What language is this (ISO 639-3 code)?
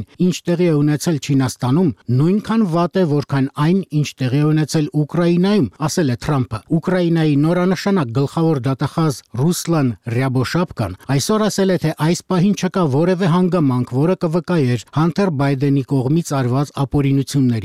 hye